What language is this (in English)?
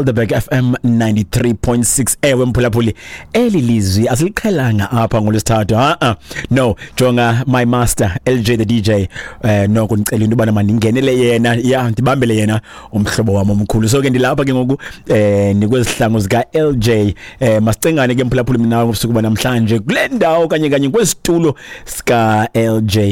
Xhosa